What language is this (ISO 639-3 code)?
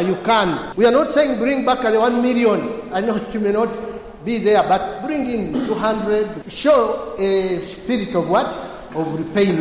laj